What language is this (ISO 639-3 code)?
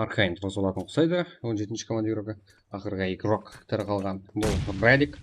kaa